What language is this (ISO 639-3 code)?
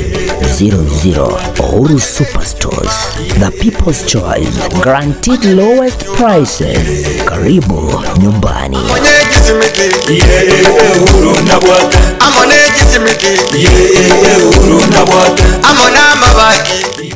guz